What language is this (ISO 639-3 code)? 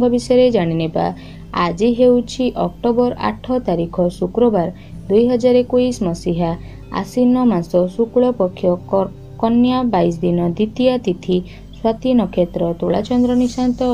ori